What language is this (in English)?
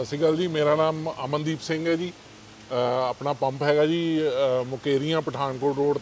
Punjabi